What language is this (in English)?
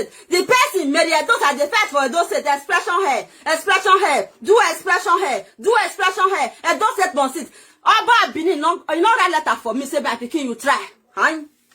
Nigerian Pidgin